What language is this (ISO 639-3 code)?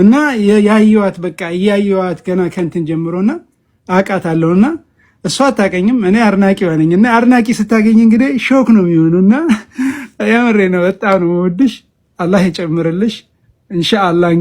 amh